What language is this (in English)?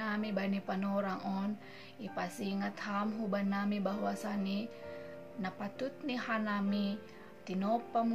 Batak Simalungun